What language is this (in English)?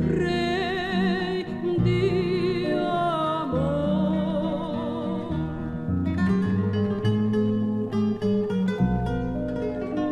Spanish